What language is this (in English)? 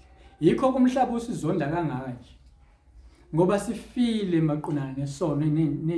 Zulu